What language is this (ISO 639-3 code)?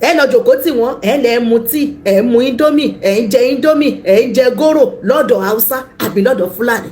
yor